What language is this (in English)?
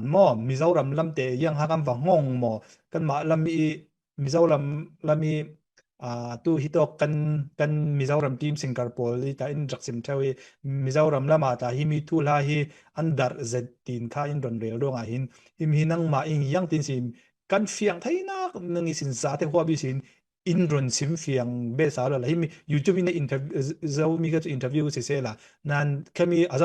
Falam Chin